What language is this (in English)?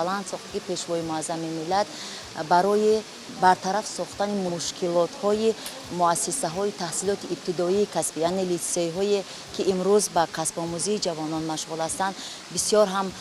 Tajik